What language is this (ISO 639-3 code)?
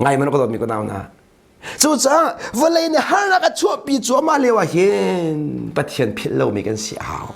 cnh